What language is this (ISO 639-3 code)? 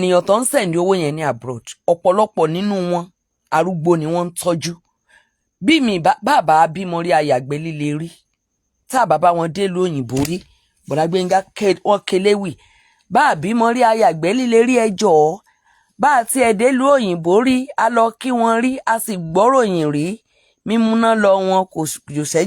yor